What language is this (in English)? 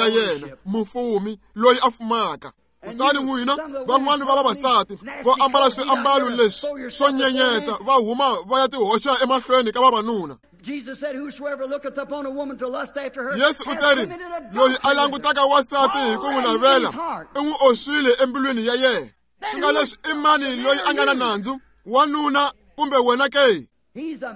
Tsonga